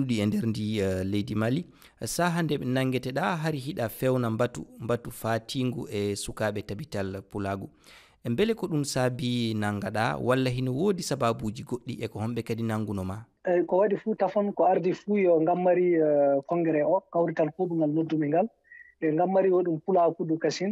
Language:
Fula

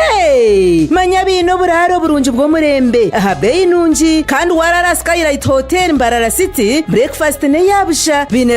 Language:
Nyankole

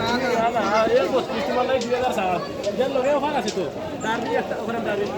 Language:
Sylheti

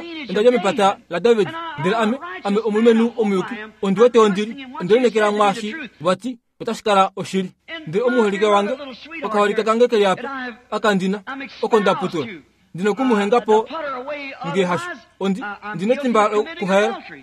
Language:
Kuanyama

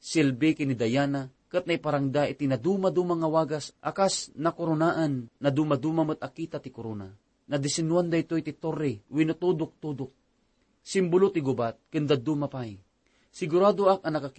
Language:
Iloko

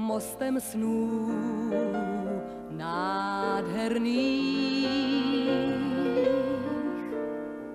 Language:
Czech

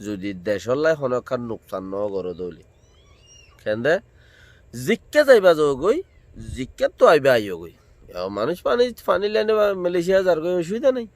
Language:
Rohingya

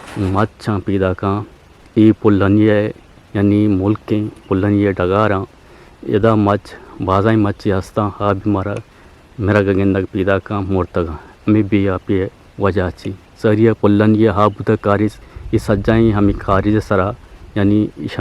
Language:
Eastern Balochi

